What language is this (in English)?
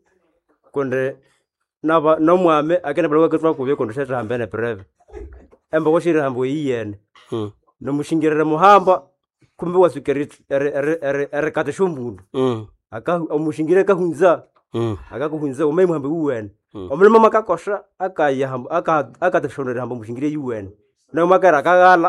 Nande